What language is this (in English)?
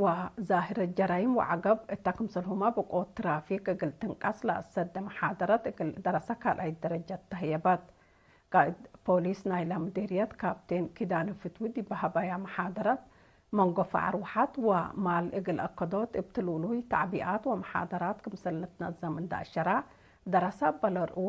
Tigre